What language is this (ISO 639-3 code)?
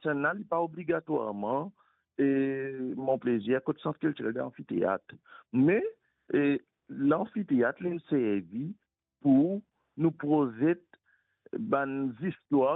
mfe